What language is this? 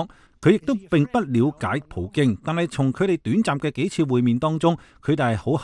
Cantonese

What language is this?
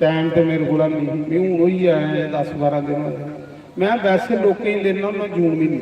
Dogri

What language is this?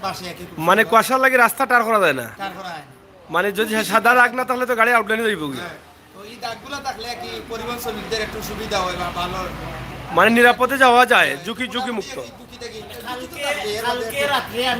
Sylheti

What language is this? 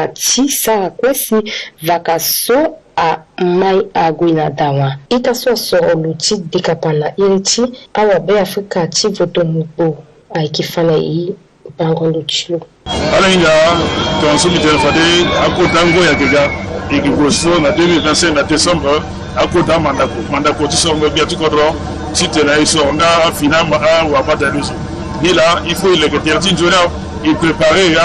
Sango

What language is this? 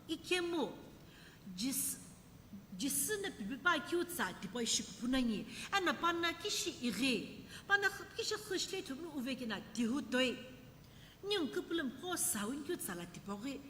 Sumi Naga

